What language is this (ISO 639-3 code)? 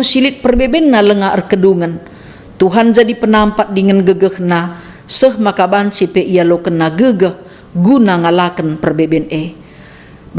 btx